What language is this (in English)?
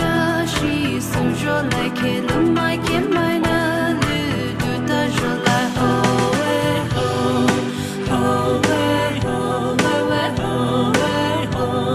Poumei Naga